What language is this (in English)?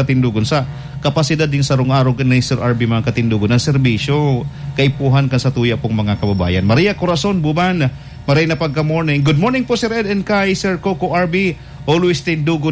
Bikol